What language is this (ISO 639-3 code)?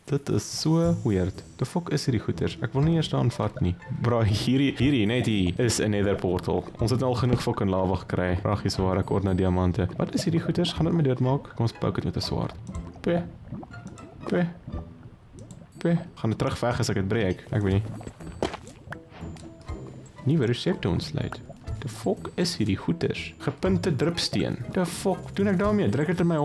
afr